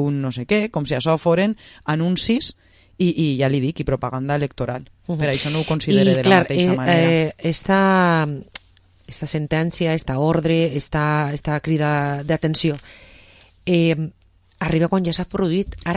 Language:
Catalan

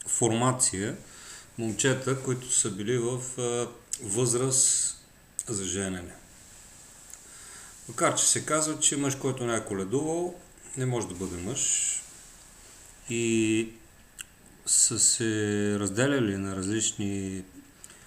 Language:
Bulgarian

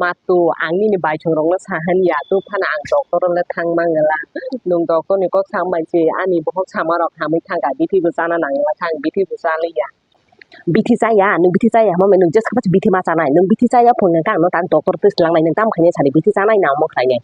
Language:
Kok Borok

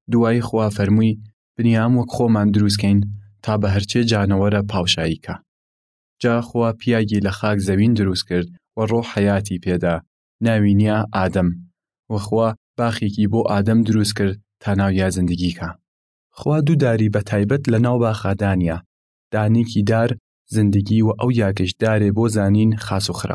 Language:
Southern Kurdish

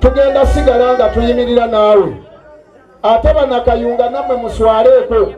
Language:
Ganda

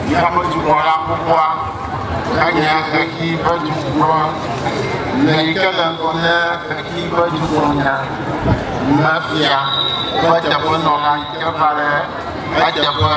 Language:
Ewe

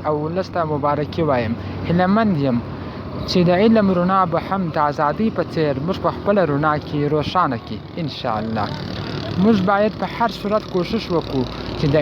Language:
Pashto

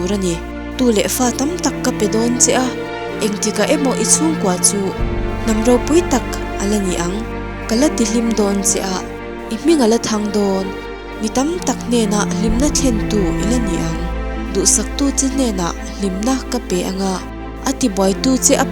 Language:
Mizo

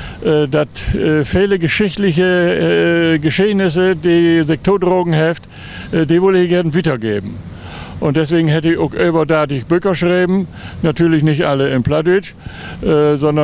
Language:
Low German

